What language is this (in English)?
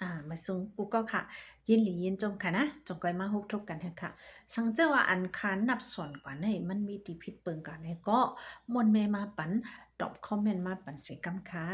Shan